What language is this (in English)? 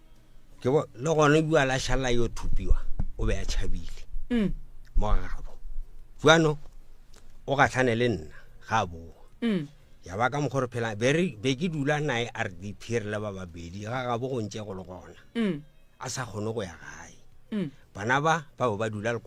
Northern Sotho